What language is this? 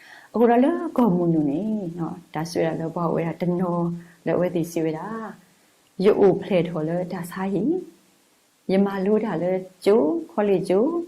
S'gaw Karen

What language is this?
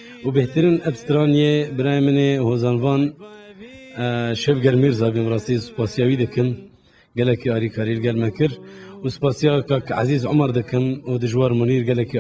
Kurdish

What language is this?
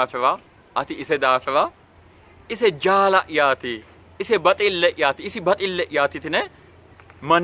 Sidamo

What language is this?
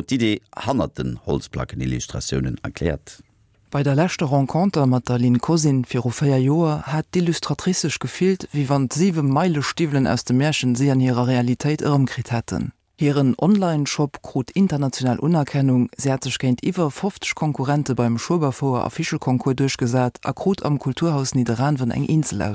Luxembourgish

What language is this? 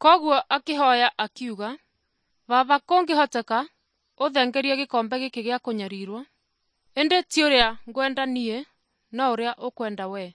Kikuyu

